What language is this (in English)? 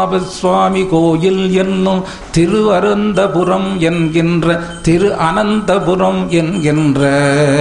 Tamil